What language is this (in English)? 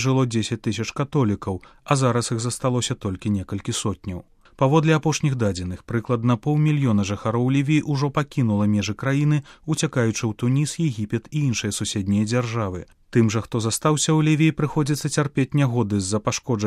Belarusian